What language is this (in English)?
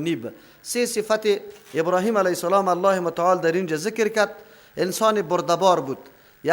Persian